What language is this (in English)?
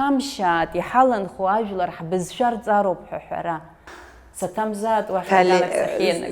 Abkhazian